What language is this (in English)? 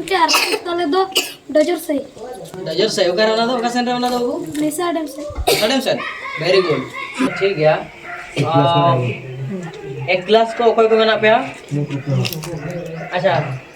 Santali